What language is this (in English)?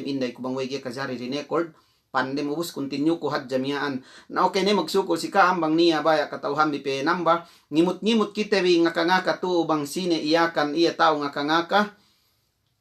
Yakan